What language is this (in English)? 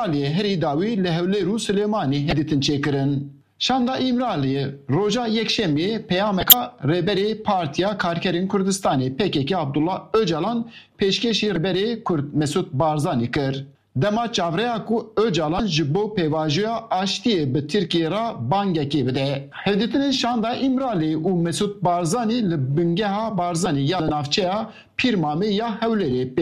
Kurdish